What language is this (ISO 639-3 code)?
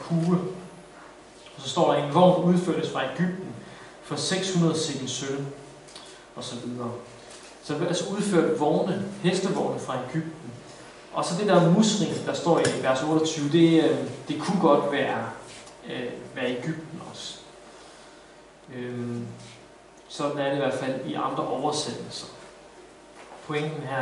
dan